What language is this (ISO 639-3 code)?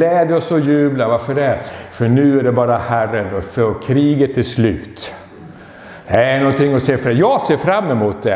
swe